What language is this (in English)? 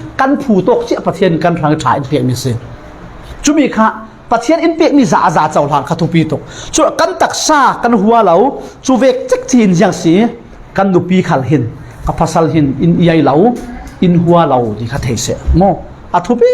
Falam Chin